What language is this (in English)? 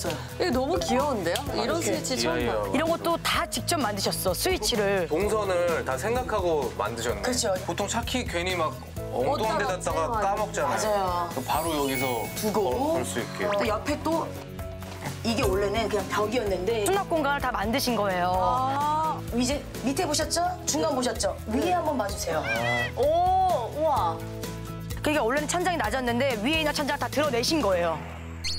Korean